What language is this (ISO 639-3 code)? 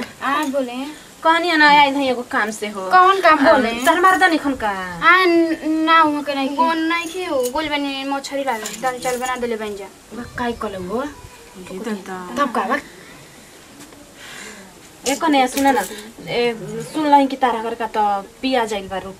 bho